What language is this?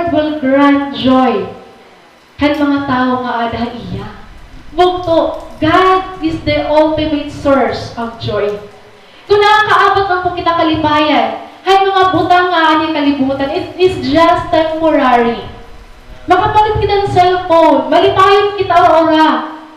Waray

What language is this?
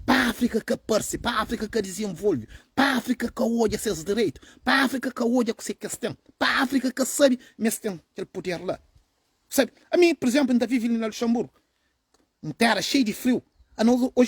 Kabuverdianu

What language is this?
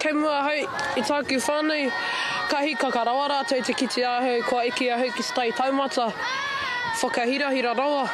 Māori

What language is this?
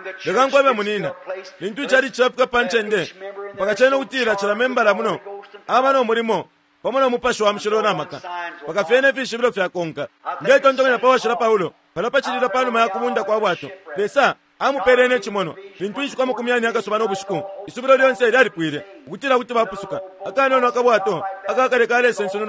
Bemba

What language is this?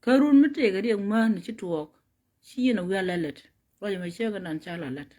Nuer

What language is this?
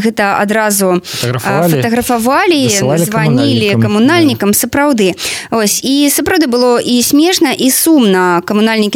Belarusian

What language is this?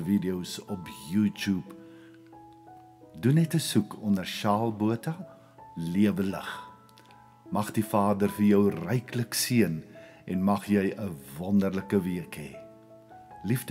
Afrikaans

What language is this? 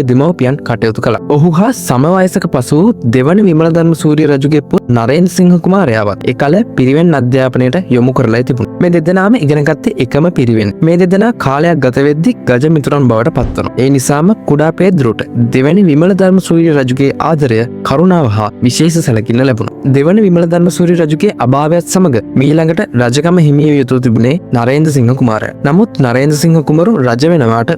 Sinhala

